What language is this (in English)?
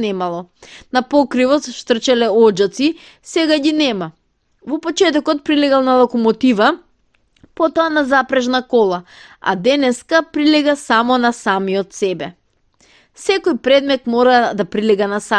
Macedonian